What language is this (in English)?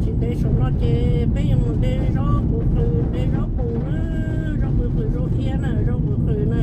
Hmong